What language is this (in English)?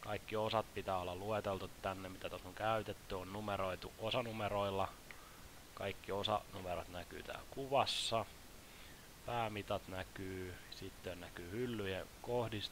Finnish